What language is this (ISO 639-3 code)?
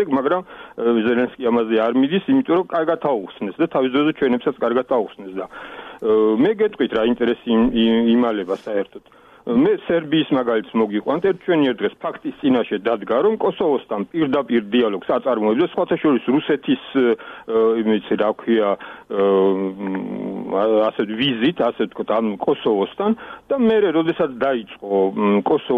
kat